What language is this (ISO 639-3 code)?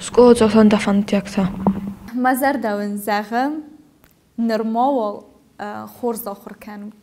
oss